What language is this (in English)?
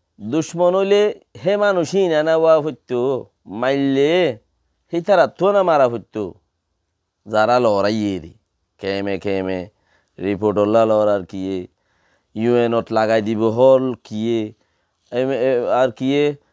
Rohingya